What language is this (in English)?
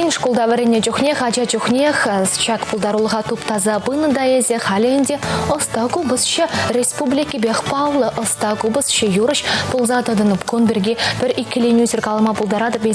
Chuvash